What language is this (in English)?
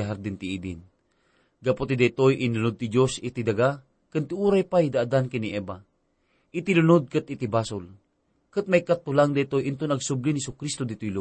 Iloko